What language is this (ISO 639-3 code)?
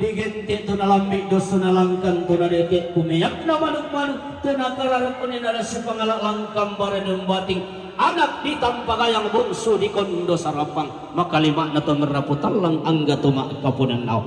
sda